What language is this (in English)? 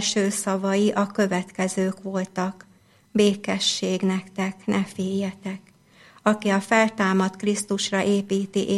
Hungarian